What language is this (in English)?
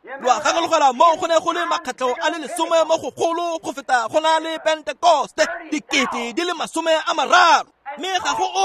Tswana